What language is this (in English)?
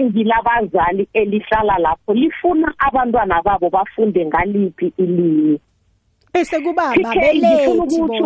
South Ndebele